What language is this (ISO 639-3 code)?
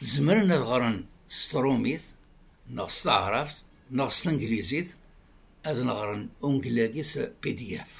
kab